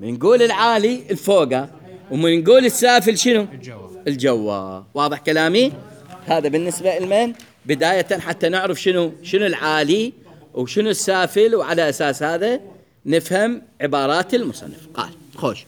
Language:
Mesopotamian Arabic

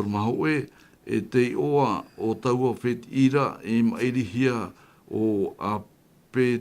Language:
Tahitian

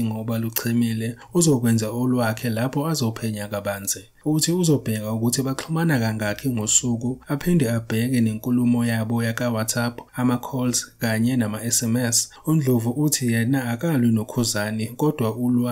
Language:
Zulu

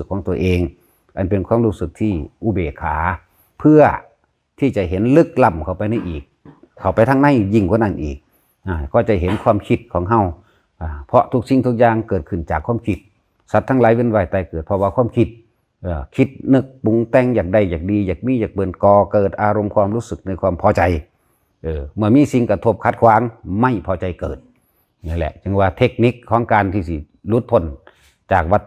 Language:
Northeastern Thai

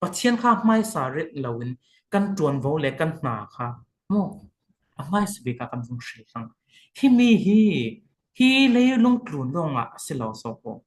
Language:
Falam Chin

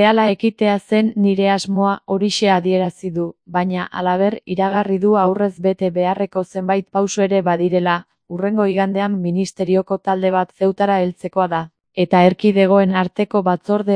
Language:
Basque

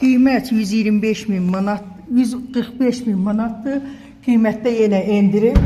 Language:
Azerbaijani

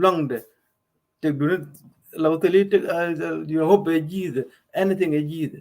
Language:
Nuer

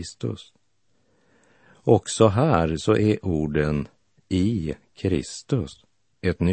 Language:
Swedish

